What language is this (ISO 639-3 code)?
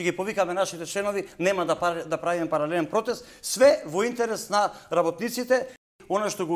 mkd